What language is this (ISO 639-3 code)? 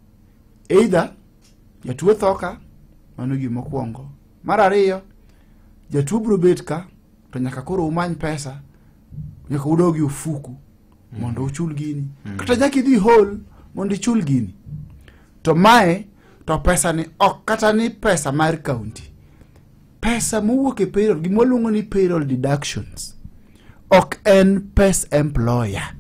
luo